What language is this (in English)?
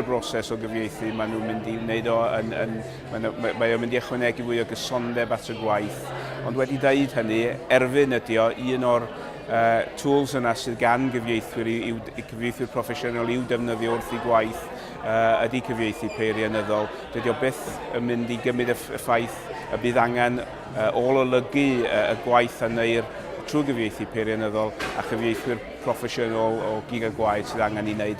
Welsh